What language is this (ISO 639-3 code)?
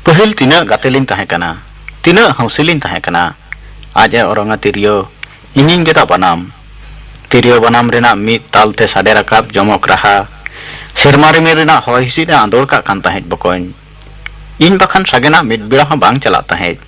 sat